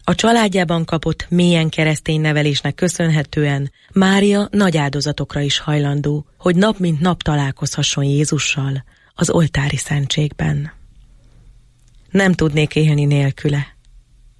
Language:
Hungarian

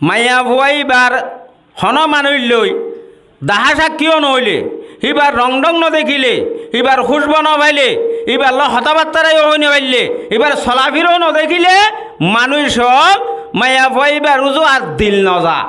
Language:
Rohingya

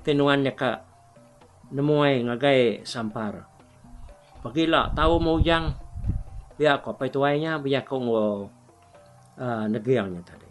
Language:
Iban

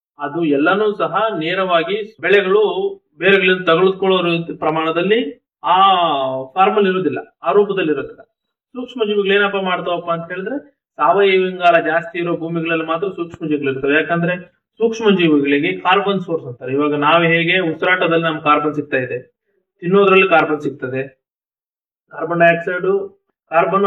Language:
Kannada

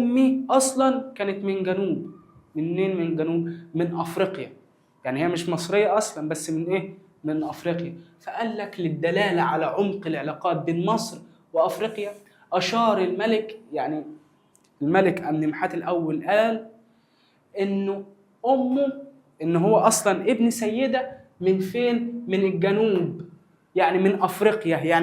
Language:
Egyptian Arabic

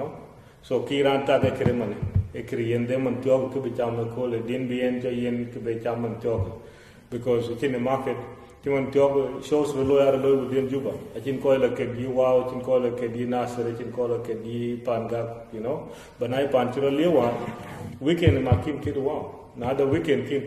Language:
Dinka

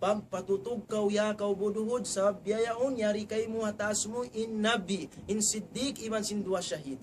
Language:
Tausug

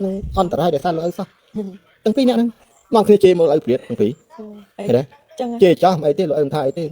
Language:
Khmer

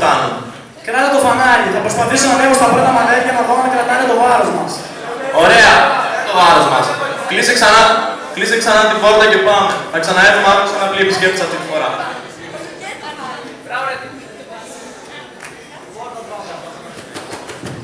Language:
Greek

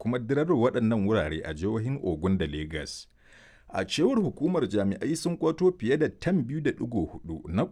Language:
Hausa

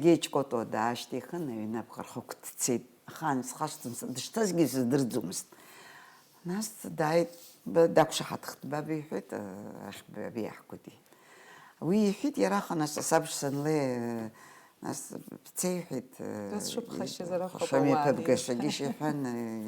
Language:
Abkhazian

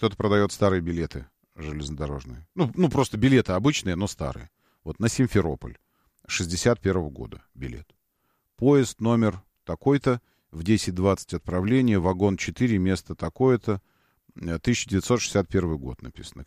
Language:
Russian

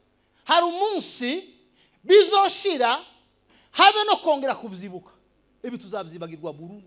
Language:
Kinyarwanda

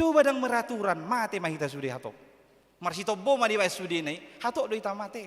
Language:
Batak Toba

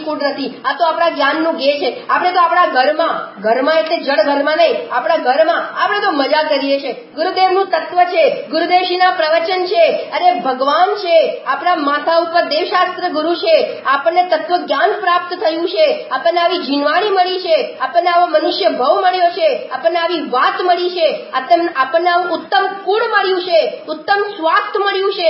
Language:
Gujarati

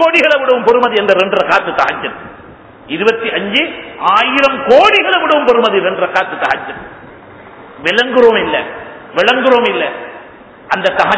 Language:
Tamil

